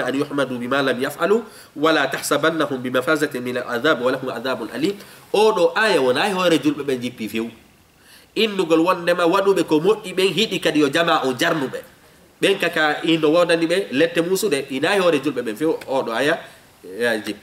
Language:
Fula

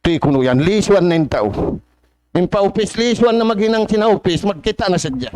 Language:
Tausug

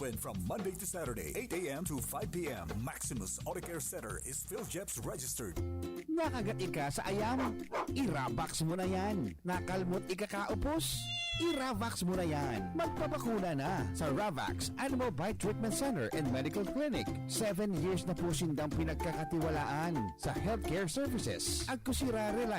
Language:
Bikol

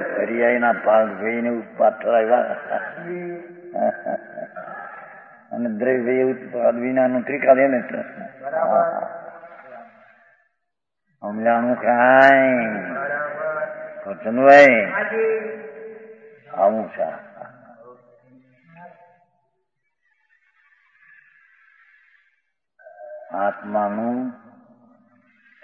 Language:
Gujarati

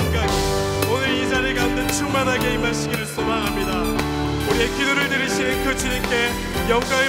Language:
Korean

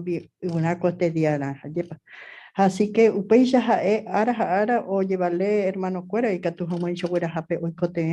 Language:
Guarani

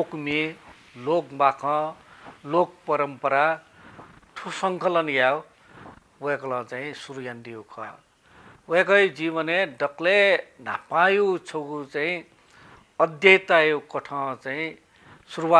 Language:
Newari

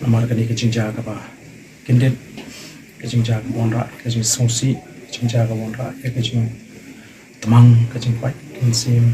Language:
Khasi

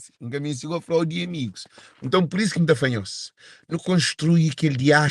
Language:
Kabuverdianu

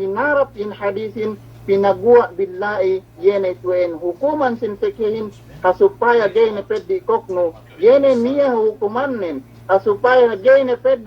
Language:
Yakan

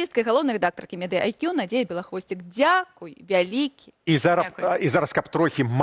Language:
Belarusian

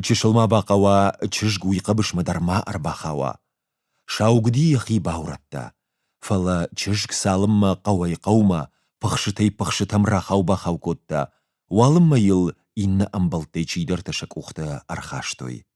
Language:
Ossetic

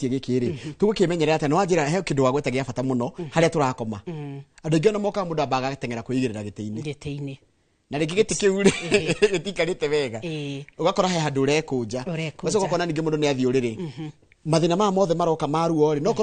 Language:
Kikuyu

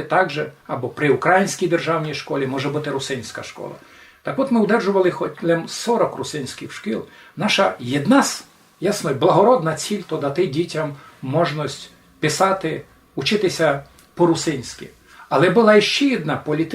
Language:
Rusyn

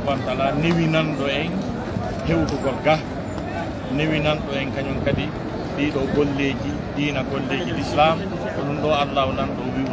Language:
Pular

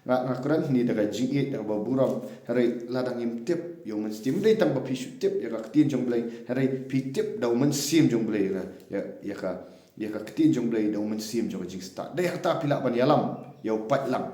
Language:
Khasi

